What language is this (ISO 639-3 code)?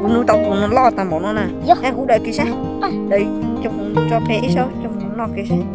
hmn